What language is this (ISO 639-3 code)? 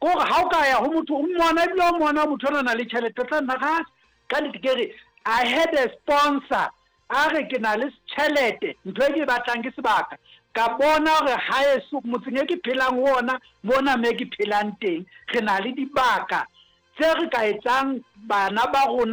sot